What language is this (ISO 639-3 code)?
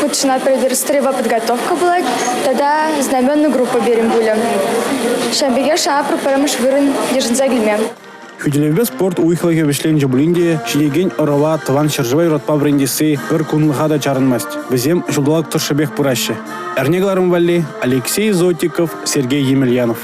chv